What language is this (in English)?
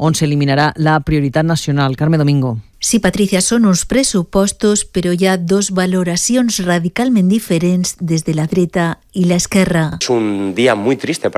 Catalan